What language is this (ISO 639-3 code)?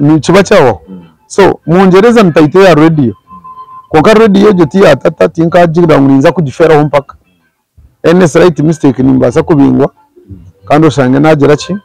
nyn